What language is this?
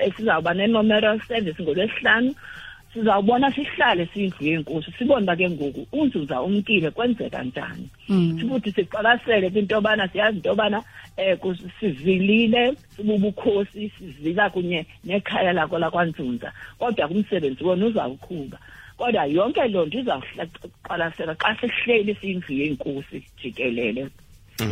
Xhosa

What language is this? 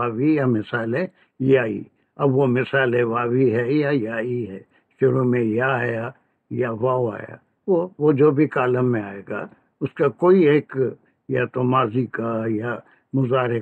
Urdu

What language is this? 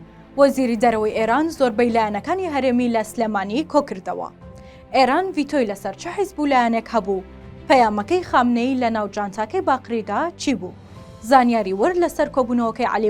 Central Kurdish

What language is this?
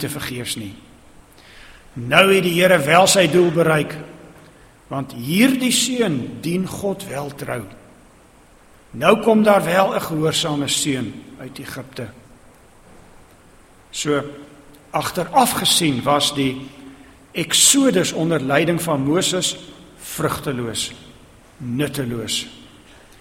Afrikaans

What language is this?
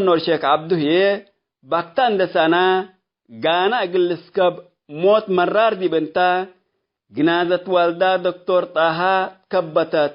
Tigre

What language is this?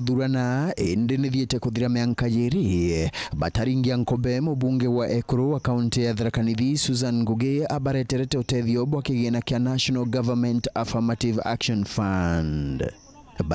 Meru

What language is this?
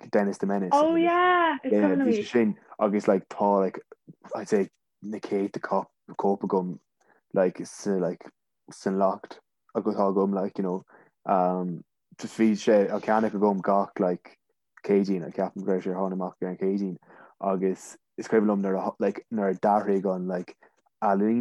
Irish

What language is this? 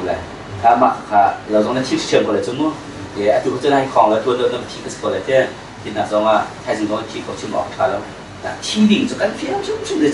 Hakha Chin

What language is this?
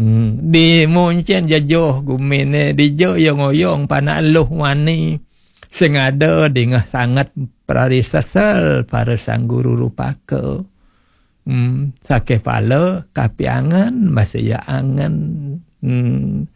Balinese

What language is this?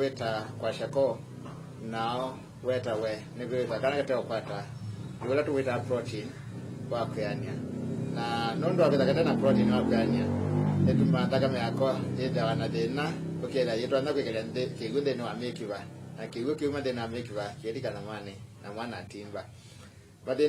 Kamba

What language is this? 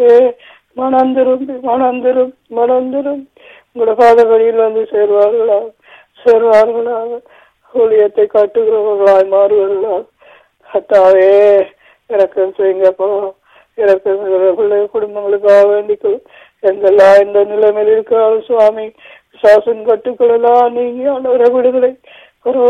Tamil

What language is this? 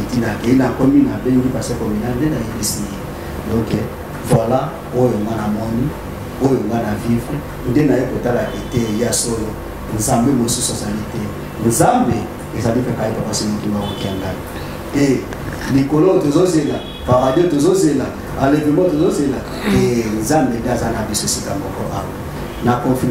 Lingala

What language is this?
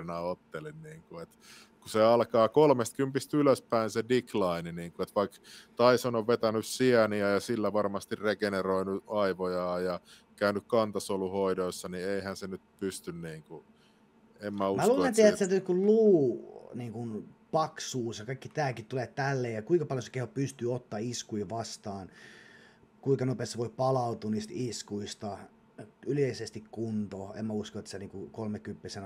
Finnish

